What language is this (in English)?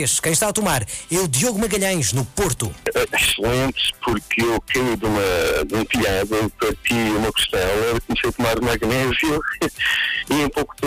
Portuguese